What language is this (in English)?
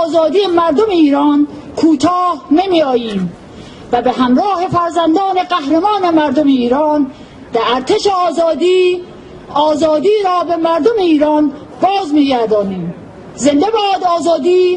Persian